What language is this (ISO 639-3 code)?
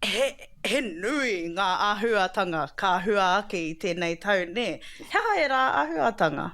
mri